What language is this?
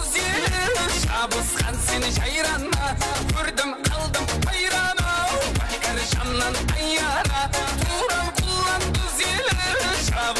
Kara-Kalpak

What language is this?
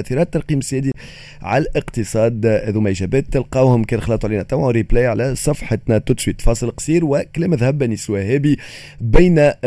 Tunisian Arabic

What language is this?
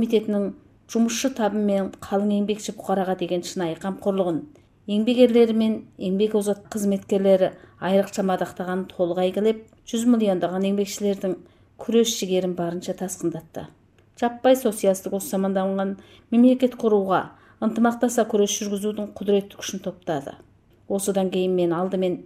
Kazakh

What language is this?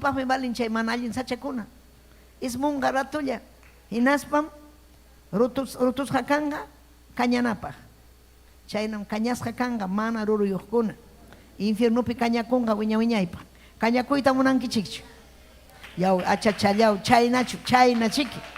Ayacucho Quechua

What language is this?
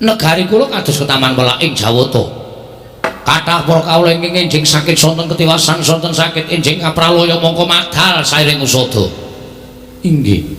Javanese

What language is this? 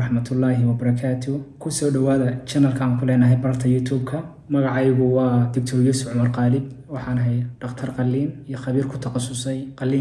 Somali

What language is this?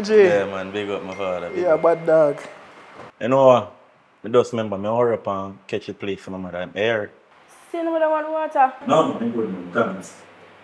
Jamaican Creole English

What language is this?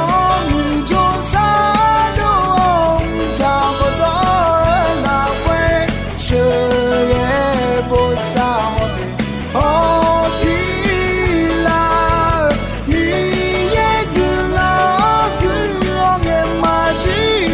Akha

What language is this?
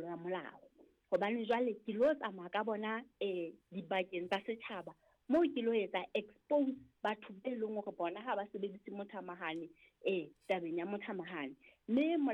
Southern Sotho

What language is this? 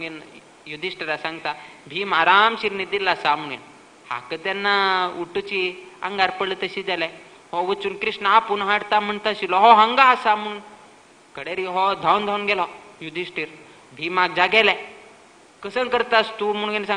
Konkani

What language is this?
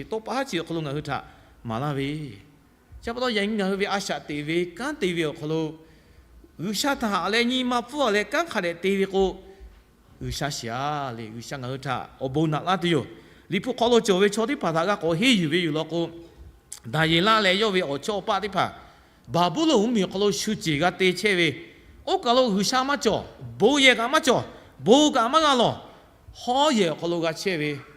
Lahu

